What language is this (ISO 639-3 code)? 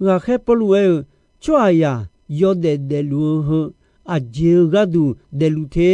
ahk